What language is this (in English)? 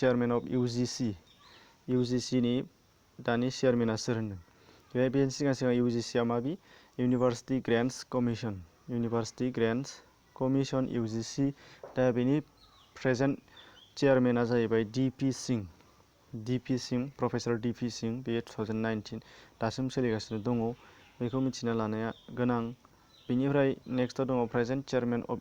Bodo